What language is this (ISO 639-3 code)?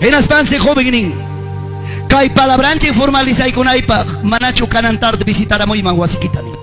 quy